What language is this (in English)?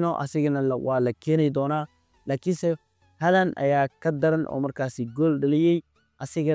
Somali